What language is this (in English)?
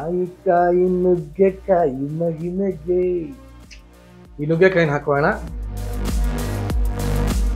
Kannada